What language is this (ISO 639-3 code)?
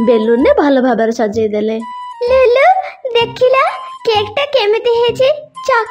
ori